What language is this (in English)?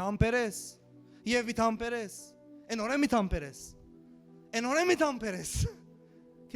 Western Armenian